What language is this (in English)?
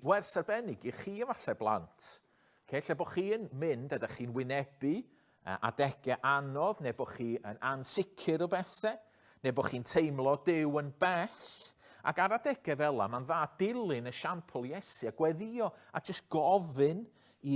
Welsh